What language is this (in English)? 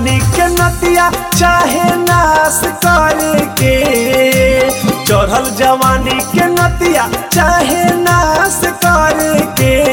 Bhojpuri